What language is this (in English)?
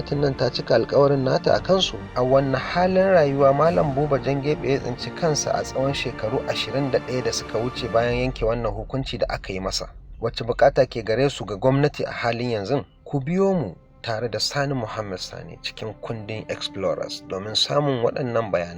Hausa